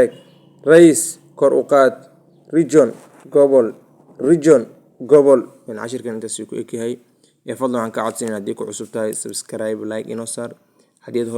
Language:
Somali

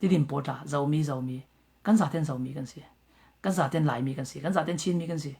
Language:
Falam Chin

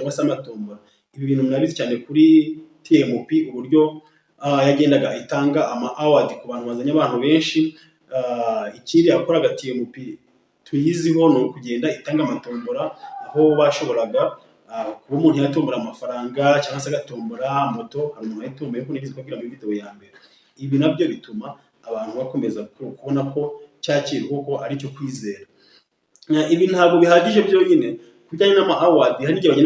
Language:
Kinyarwanda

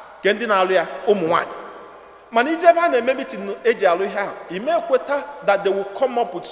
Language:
Igbo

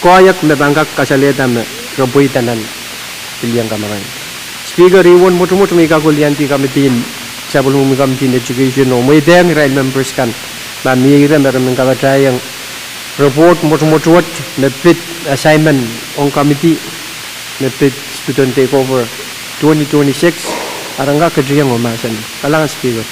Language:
Pohnpeian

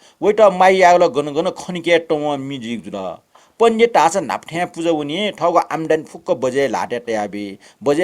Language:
Newari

